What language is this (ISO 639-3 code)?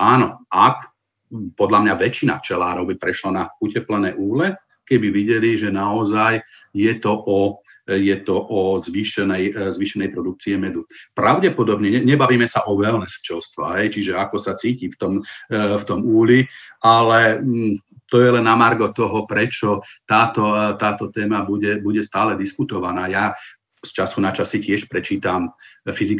slk